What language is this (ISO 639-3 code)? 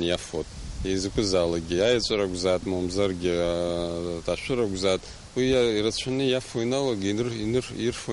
abk